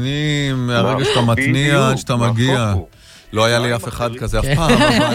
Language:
Hebrew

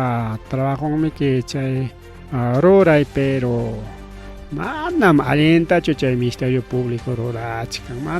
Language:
Ayacucho Quechua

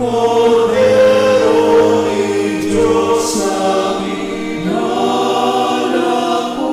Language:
Pampanga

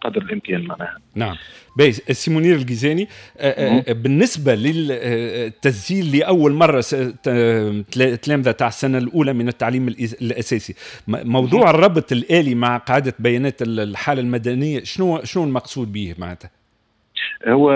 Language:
Tunisian Arabic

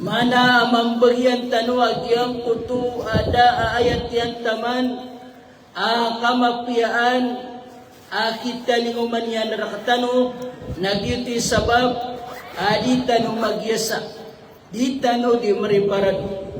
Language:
Maranao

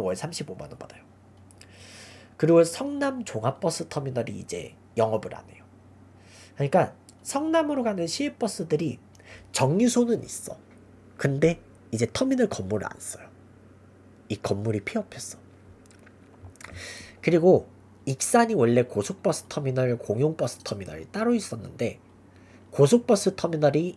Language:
Korean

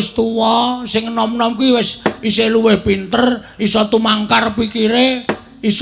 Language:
Javanese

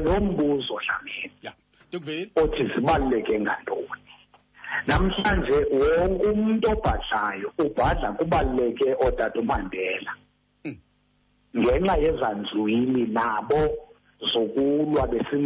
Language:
Xhosa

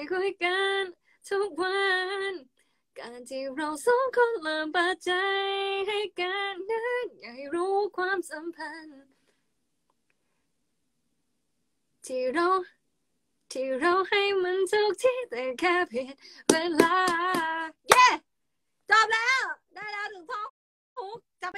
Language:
Thai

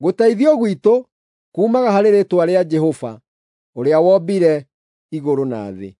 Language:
Kikuyu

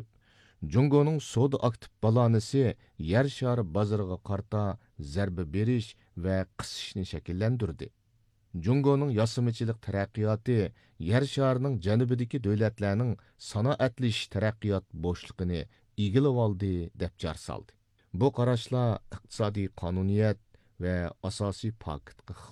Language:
Uyghur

